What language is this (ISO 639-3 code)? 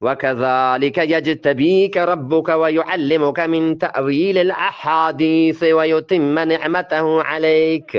bgp